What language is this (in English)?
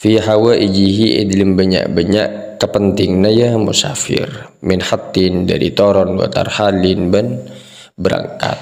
Madurese